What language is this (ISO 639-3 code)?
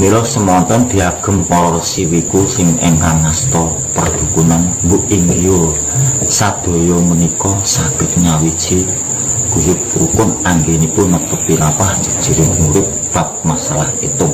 jav